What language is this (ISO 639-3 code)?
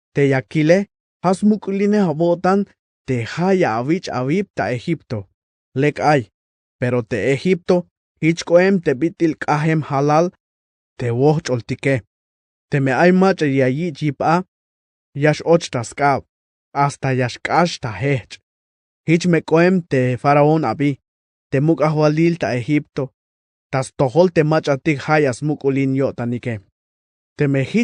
tzh